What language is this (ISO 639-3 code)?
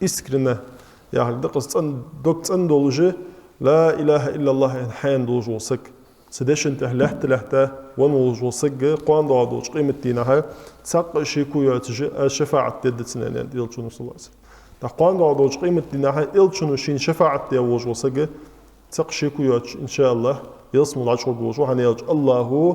inh